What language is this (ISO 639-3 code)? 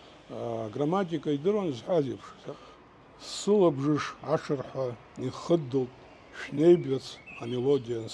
abk